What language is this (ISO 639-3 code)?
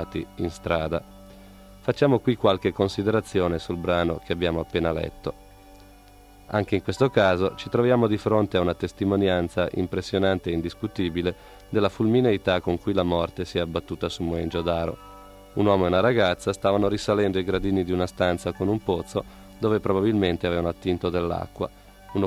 ita